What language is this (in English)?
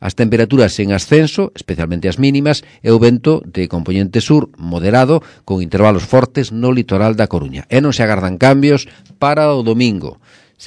Galician